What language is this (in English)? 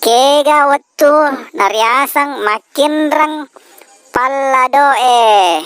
Buginese